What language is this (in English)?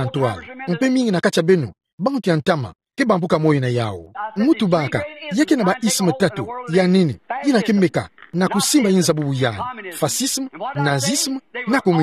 Kituba (Democratic Republic of Congo)